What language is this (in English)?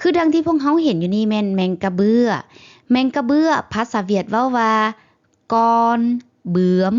Lao